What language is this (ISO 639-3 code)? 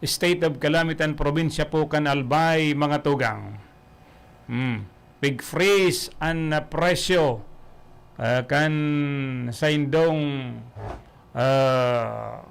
bik